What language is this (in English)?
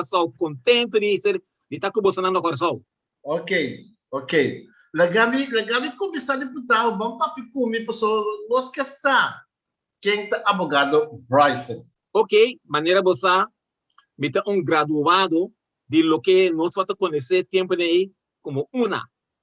Papiamento